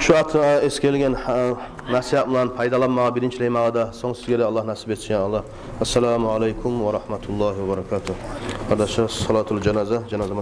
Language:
Kumyk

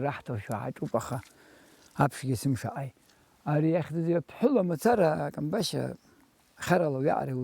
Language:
Abkhazian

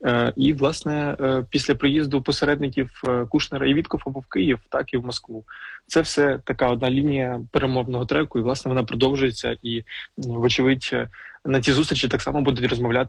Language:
Ukrainian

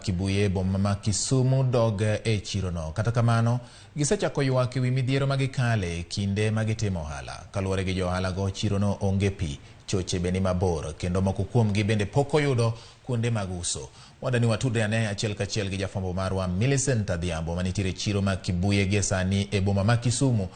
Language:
Luo (Kenya and Tanzania)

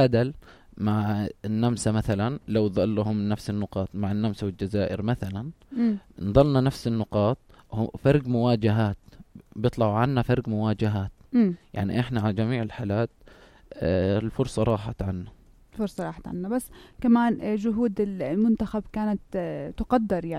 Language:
North Levantine Arabic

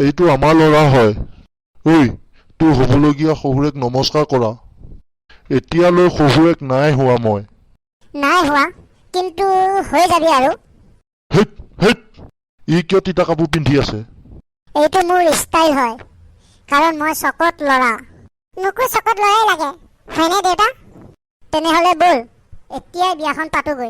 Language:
Assamese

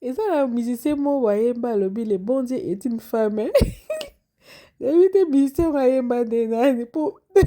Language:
Lingala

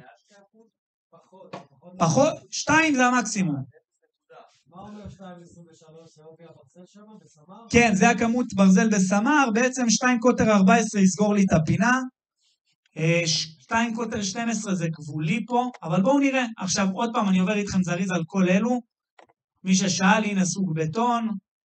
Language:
Hebrew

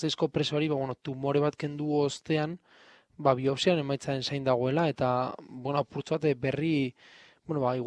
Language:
Basque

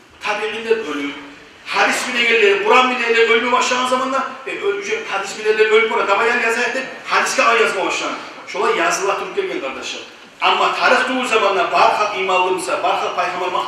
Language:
Kumyk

